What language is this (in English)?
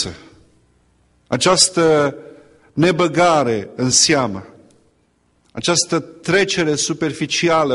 Romanian